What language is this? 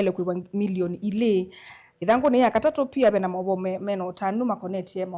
Kamba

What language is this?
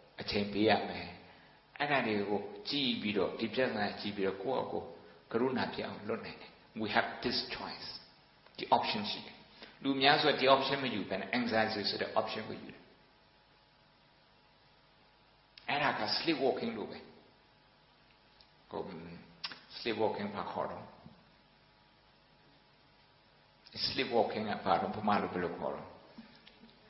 Burmese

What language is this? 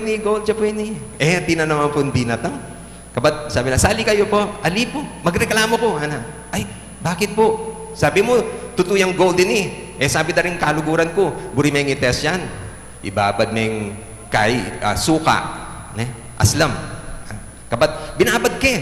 Pampanga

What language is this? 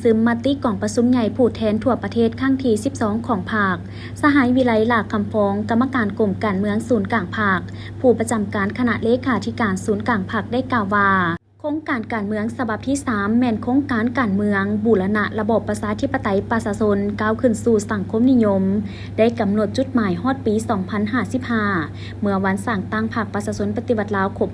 Lao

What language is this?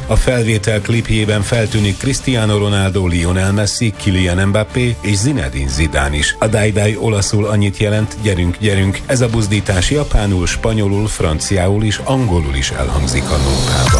Hungarian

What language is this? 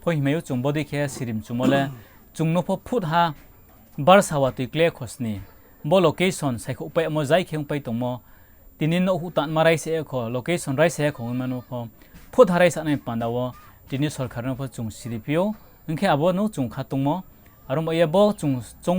Riang (India)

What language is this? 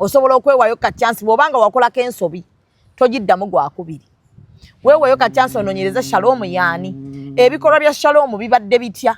Ganda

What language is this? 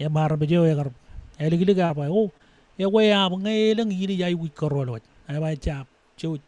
Marshallese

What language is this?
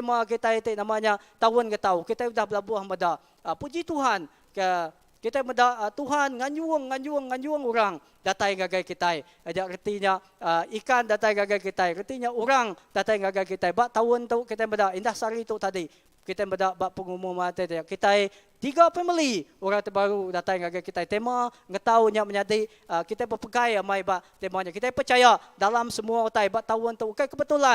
Iban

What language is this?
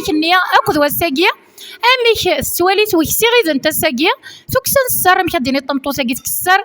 Kabyle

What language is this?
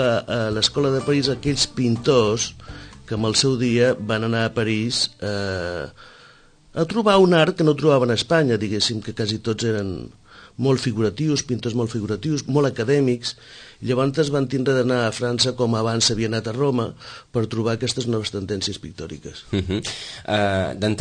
Catalan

